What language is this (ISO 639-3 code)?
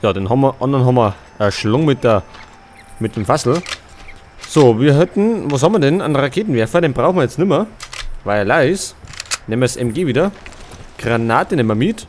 bar